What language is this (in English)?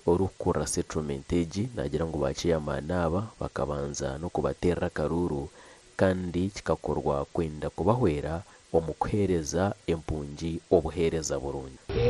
Nyankole